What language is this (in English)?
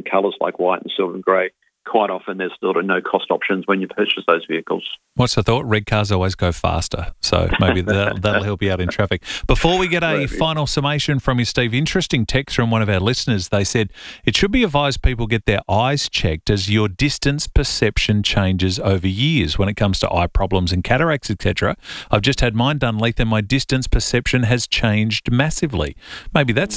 English